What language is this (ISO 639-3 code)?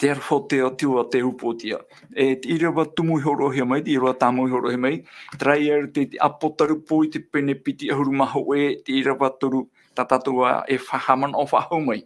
tah